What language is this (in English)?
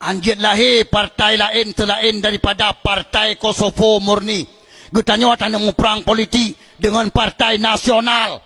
Achinese